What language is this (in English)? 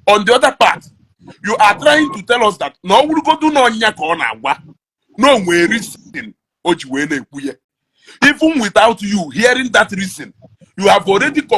Igbo